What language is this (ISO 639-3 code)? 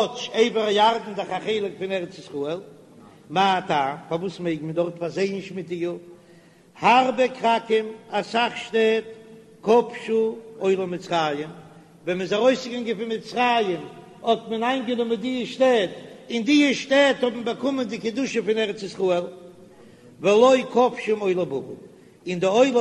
yid